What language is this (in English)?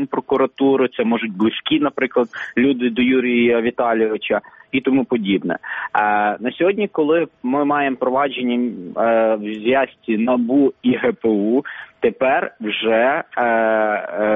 Ukrainian